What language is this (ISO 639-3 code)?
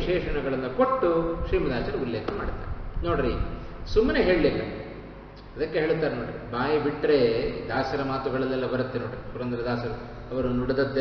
kan